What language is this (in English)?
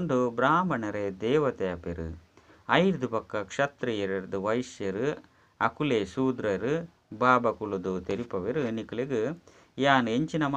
Tulu